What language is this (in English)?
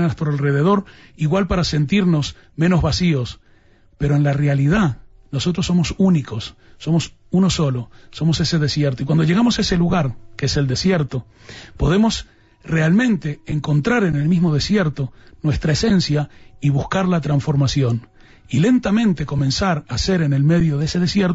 Spanish